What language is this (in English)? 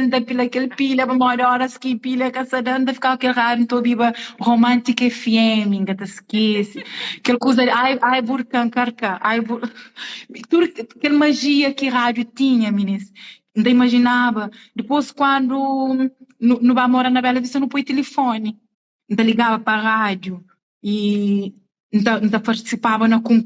Kabuverdianu